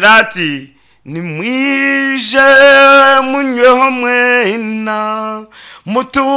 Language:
Nyankole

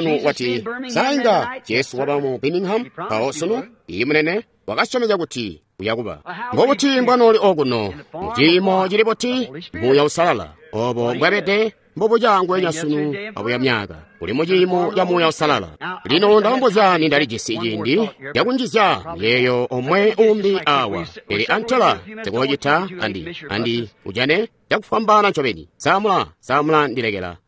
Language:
Tonga (Zambia)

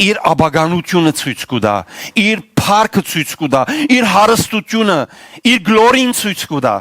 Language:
Western Armenian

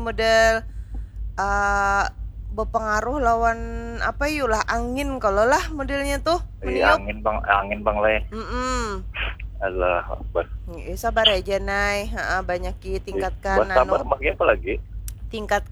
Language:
Banjar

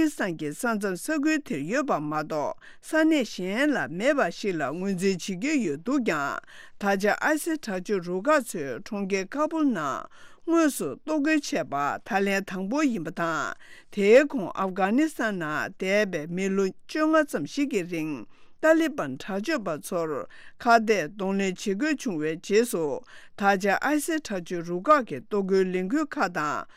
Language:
Tibetan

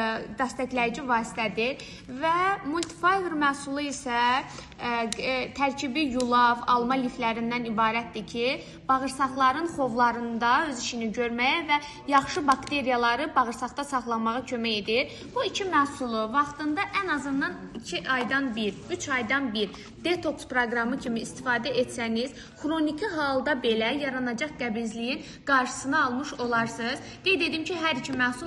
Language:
Azerbaijani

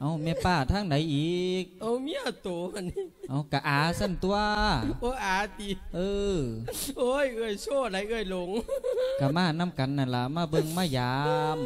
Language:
Lao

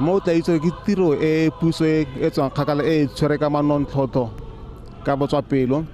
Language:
Tswana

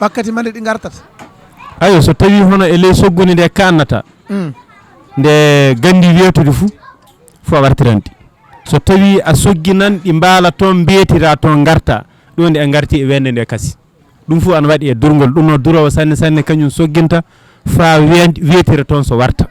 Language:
Fula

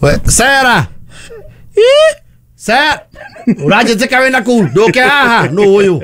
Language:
Kikuyu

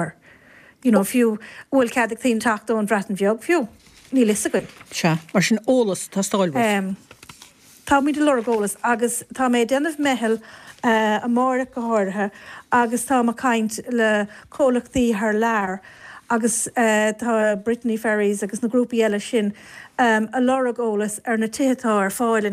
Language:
Irish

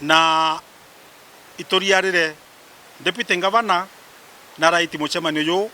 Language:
Meru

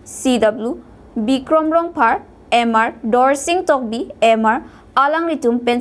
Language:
Karbi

